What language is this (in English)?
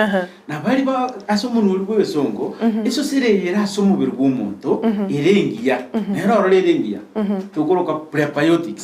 Gusii